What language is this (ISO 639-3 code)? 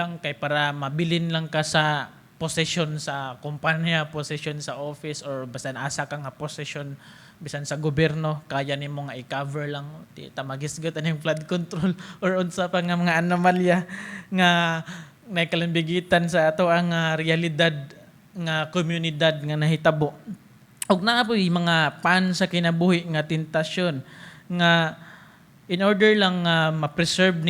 ceb